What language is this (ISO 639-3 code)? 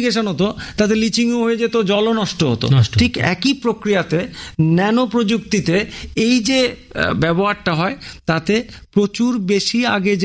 ben